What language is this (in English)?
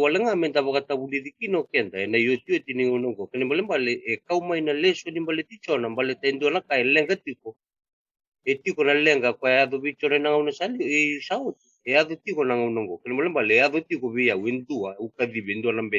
Fijian